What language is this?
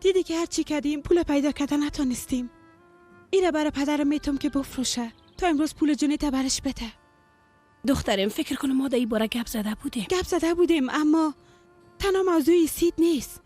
Persian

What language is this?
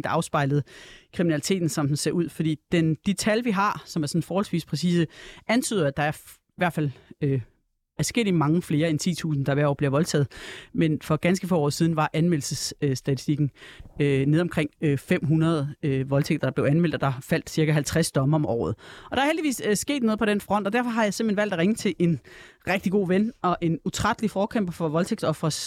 Danish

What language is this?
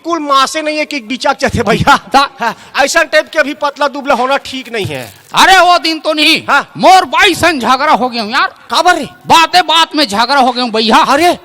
Chhattisgarhi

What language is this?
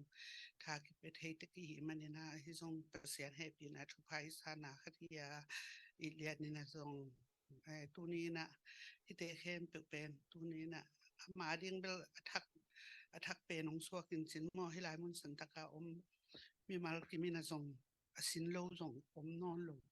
Tedim Chin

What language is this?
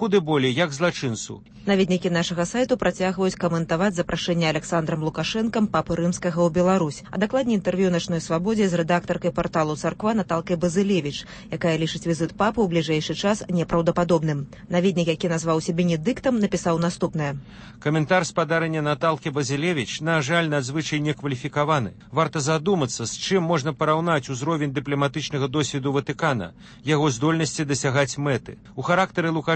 Belarusian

